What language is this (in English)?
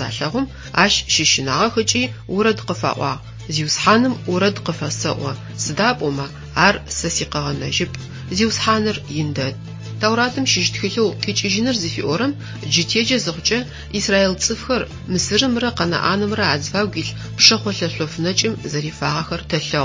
Adyghe